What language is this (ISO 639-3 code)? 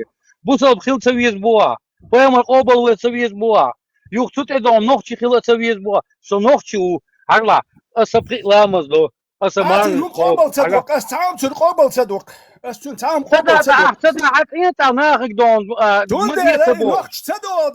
che